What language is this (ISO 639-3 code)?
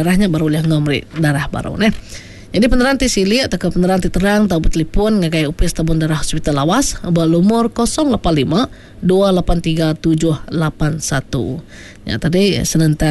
iba